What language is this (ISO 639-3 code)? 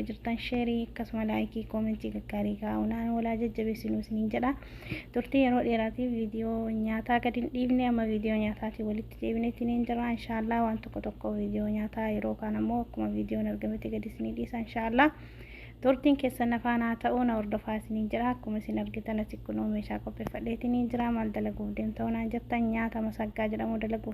orm